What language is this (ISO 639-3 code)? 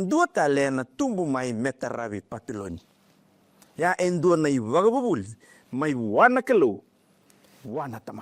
fij